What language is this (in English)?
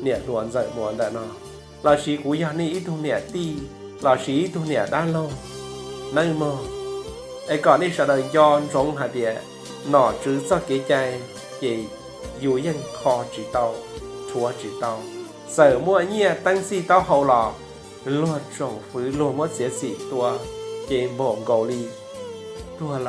Hmong